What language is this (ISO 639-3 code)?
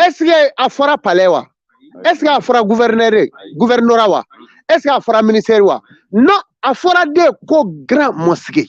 bam